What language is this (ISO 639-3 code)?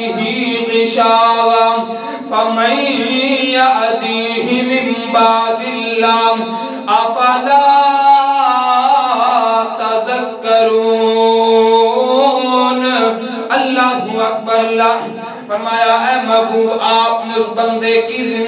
urd